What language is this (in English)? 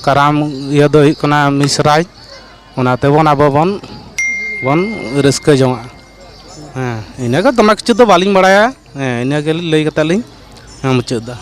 Santali